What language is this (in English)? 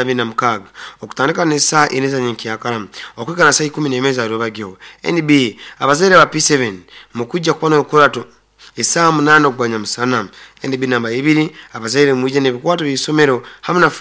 Nyoro